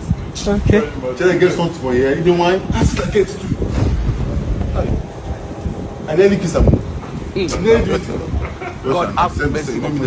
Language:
Nigerian Pidgin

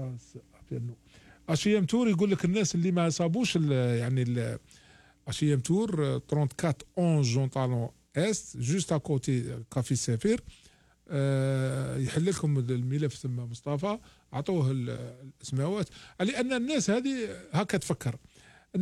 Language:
Algerian Arabic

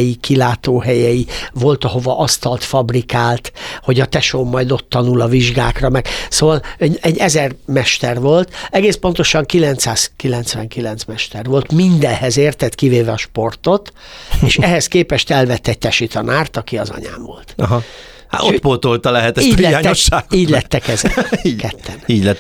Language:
Hungarian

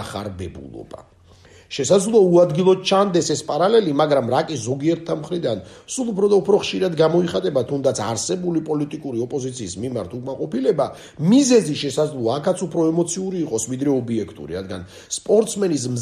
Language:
Georgian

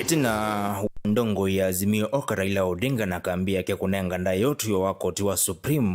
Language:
Kamba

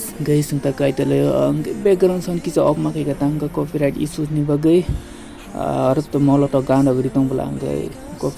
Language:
Kok Borok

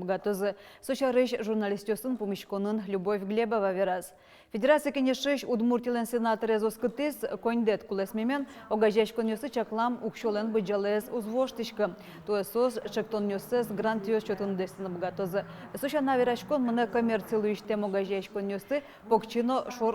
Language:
Udmurt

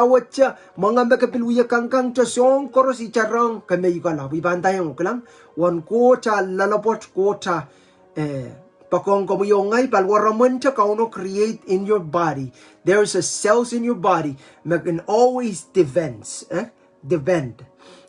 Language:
Pohnpeian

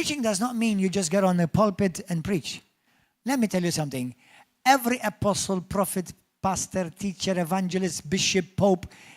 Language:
English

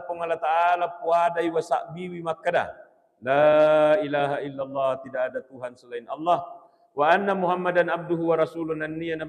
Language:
Buginese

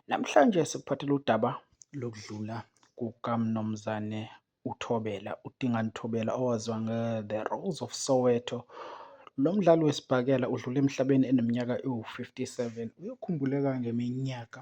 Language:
Zulu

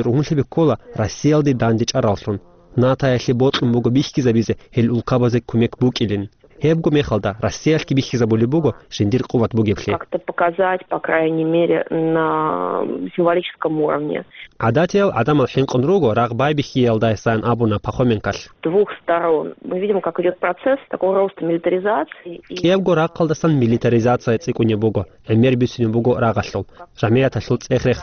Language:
Avaric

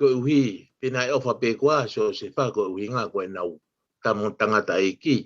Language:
Tongan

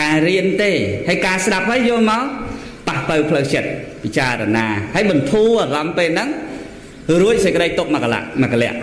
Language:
Khmer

